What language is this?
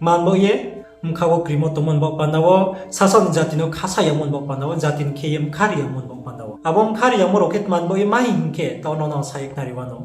Riang (India)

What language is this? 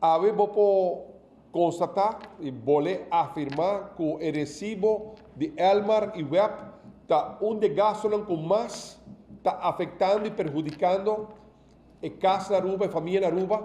Papiamento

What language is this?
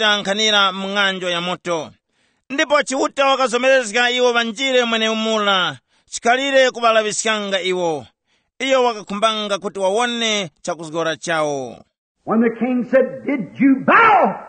Tumbuka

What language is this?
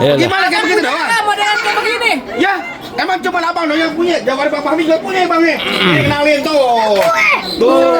Betawi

